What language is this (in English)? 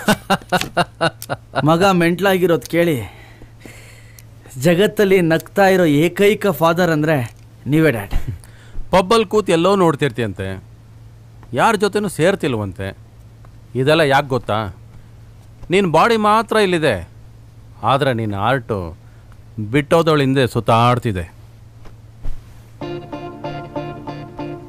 Kannada